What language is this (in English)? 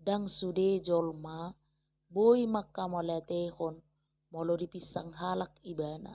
Batak Toba